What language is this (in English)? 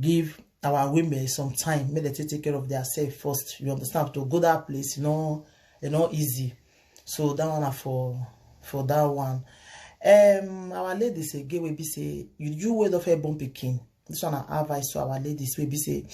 Nigerian Pidgin